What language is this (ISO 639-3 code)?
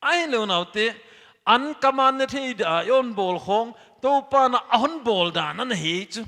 pck